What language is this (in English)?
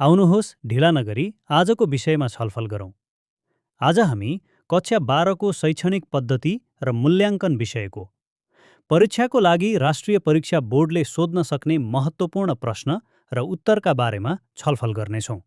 Nepali